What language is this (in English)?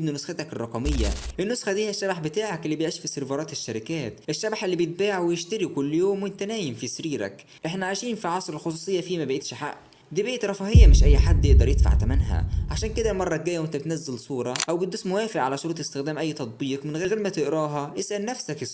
Egyptian Arabic